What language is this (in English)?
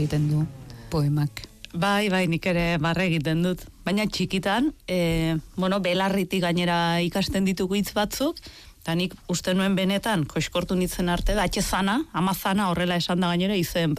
Basque